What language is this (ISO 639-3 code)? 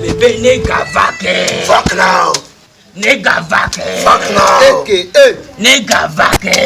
ewe